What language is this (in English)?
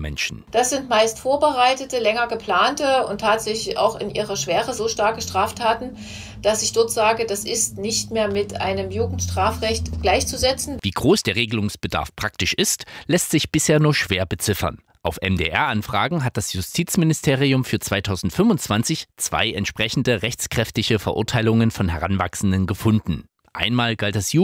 German